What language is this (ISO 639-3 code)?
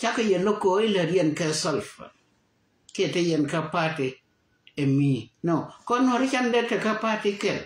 nus